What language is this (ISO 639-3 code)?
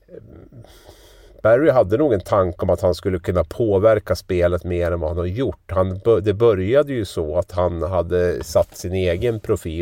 swe